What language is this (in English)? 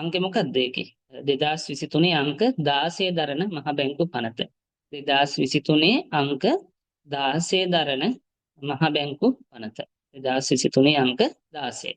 Sinhala